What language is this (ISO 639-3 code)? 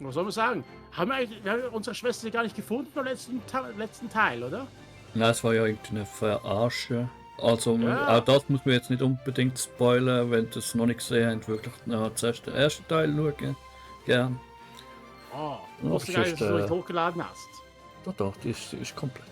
gsw